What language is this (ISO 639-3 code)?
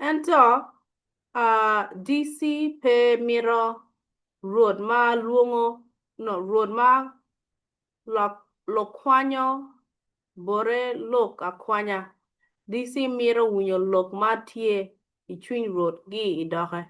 ach